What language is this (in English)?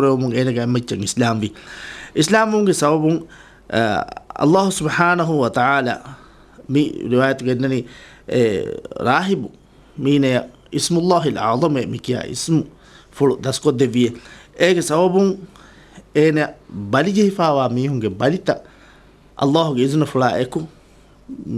Divehi